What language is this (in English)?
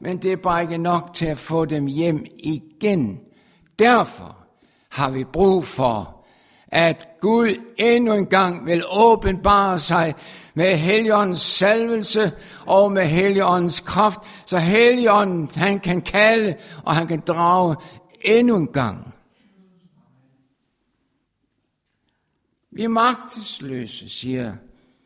Danish